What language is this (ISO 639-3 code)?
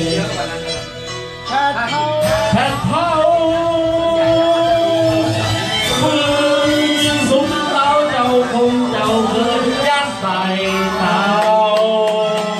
tha